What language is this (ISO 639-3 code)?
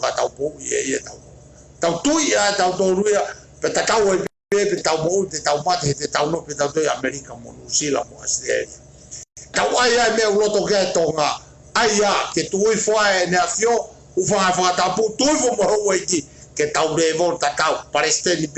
ton